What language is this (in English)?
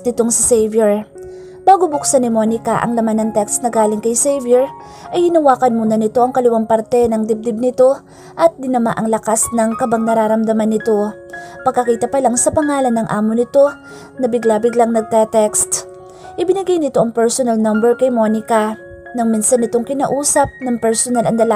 Filipino